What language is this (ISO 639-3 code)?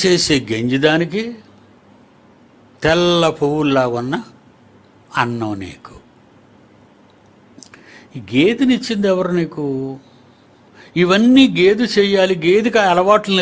tel